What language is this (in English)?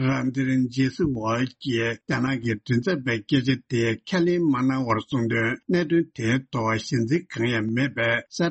Tibetan